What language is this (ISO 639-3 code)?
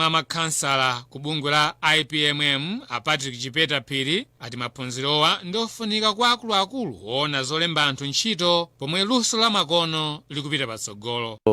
nya